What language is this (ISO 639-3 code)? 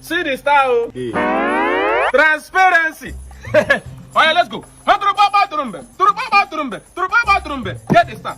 pcm